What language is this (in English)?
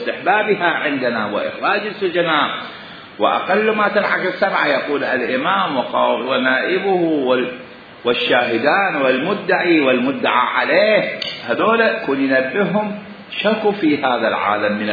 Mesopotamian Arabic